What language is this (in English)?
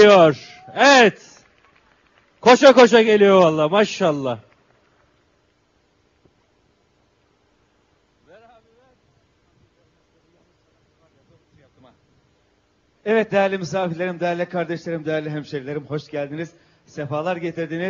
Turkish